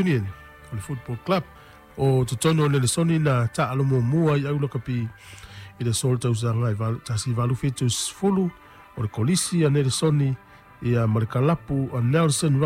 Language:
Samoan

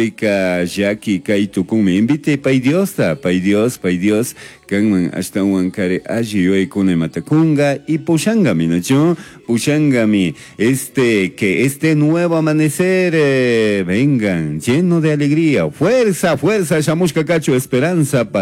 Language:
Chimborazo Highland Quichua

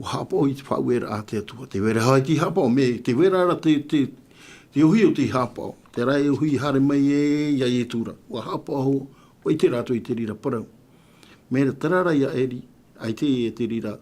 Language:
Tahitian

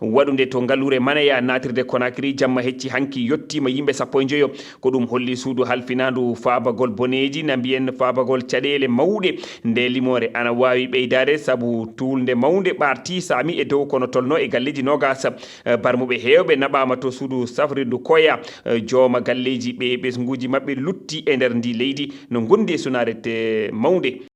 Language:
Fula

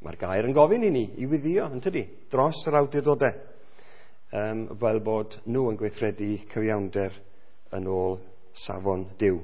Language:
Welsh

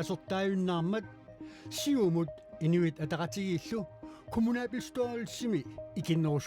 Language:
Kalaallisut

